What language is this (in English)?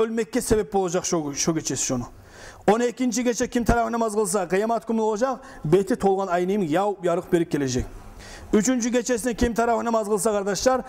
Kumyk